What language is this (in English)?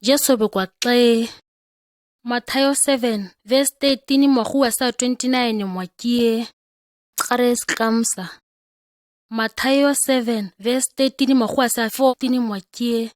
ǁGana